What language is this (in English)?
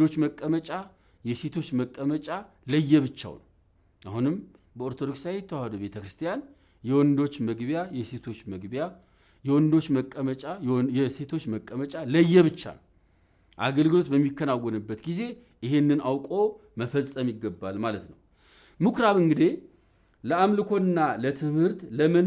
Amharic